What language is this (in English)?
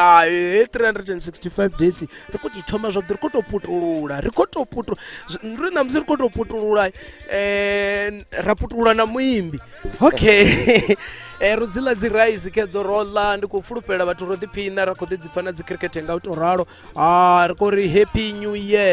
Venda